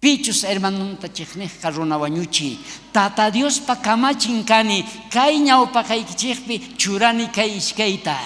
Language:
South Bolivian Quechua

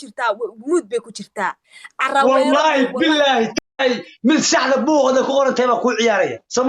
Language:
Somali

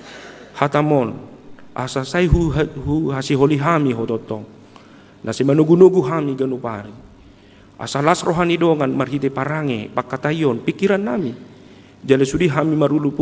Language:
Batak Toba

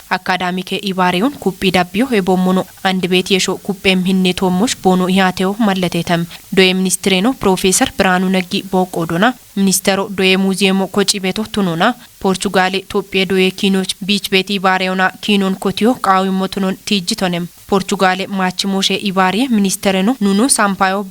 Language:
Kafa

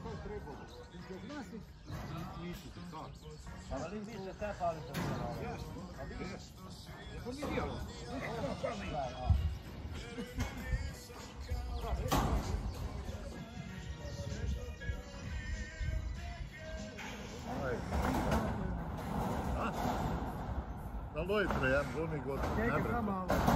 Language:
Croatian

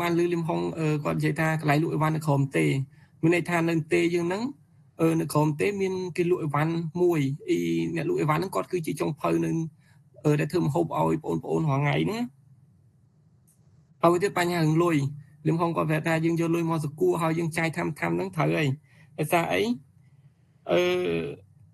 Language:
Khmer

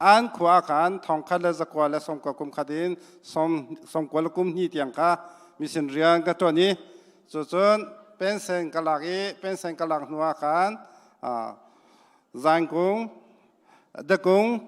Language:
Hakha Chin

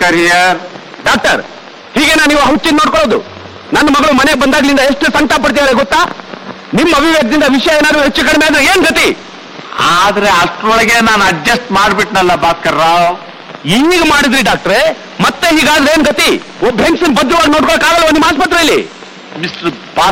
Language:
Kannada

